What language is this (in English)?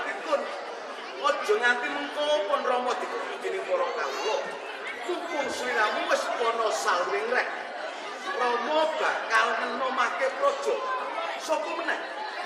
Javanese